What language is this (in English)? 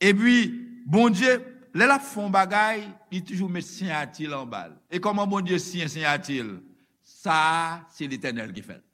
Haitian Creole